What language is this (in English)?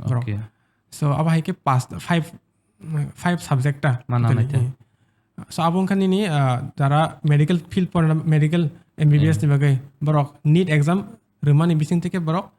Kok Borok